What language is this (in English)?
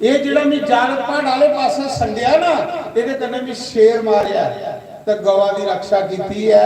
Dogri